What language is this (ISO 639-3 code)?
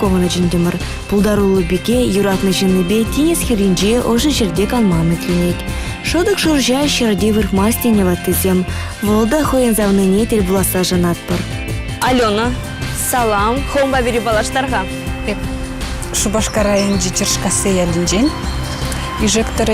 chv